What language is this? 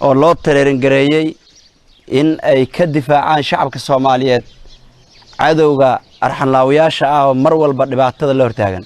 Somali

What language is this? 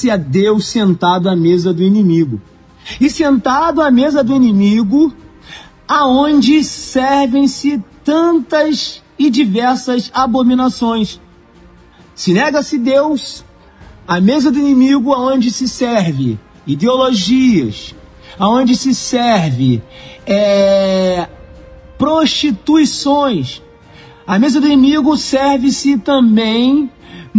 Portuguese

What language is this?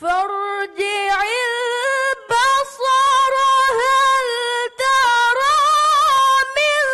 Divehi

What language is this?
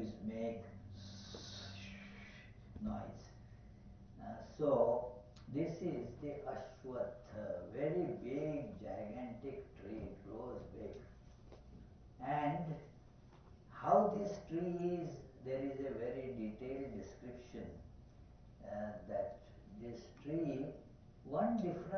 English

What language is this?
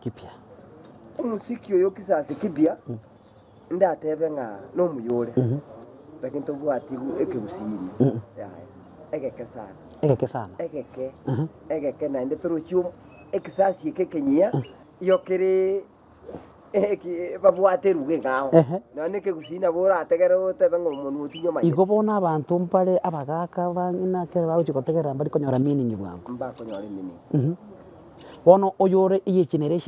Gusii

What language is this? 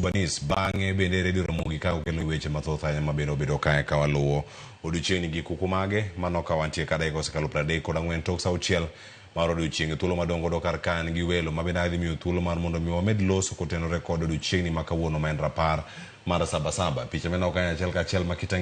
Luo (Kenya and Tanzania)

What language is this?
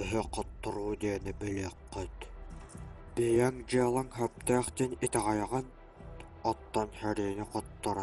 Yakut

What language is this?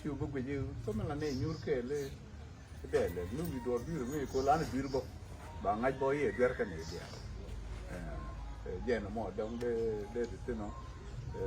Nuer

